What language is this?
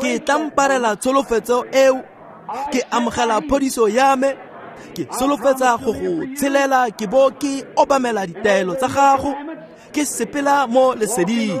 Tswana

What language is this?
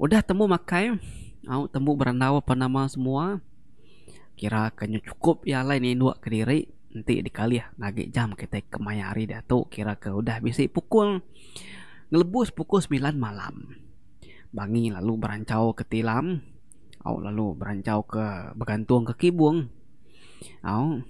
Iban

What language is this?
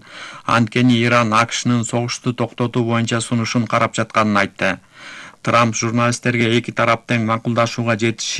Kyrgyz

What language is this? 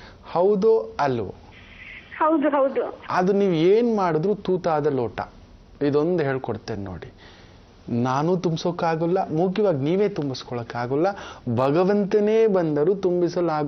Kannada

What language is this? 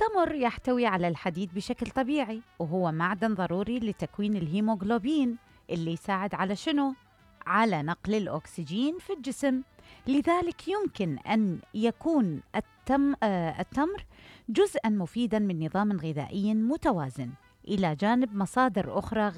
Mesopotamian Arabic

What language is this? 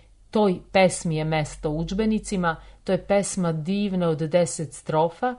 Serbian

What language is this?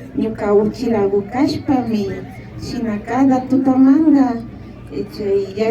Imbabura Highland Quichua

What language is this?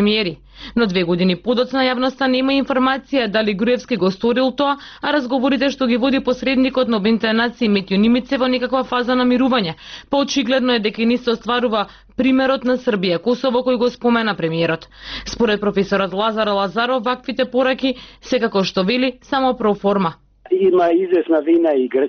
Macedonian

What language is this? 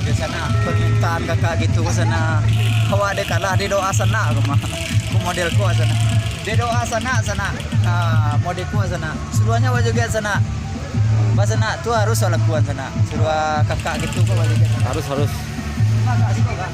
Minangkabau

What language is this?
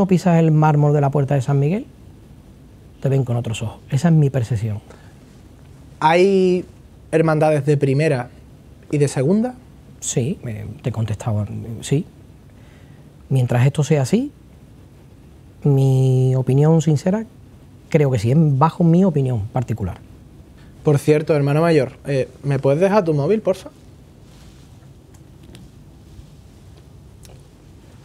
Spanish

